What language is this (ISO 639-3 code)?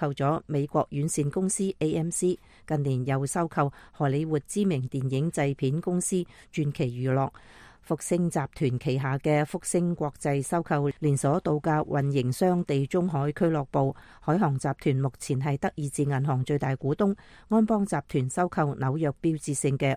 yue